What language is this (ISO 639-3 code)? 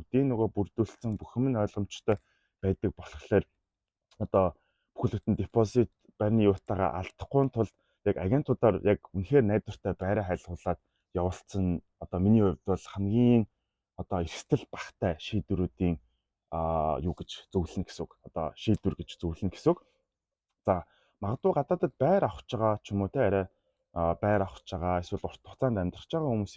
mon